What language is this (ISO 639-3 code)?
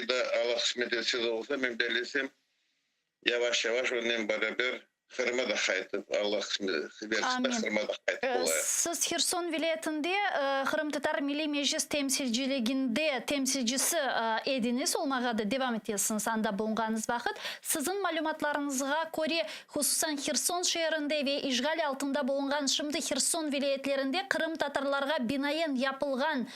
crh